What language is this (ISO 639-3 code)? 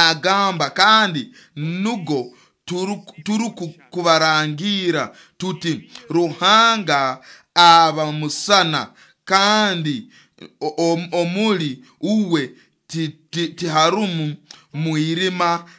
nyo